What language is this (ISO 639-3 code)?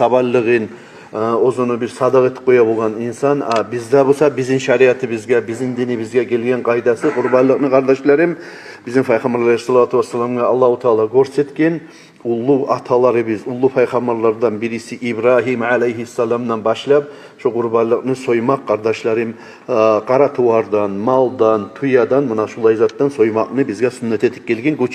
kum